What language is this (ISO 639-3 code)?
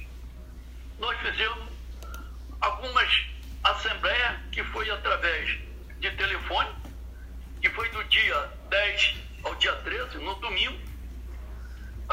por